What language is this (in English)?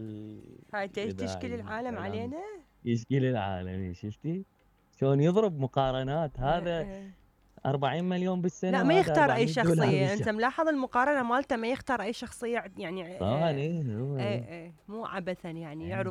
Mesopotamian Arabic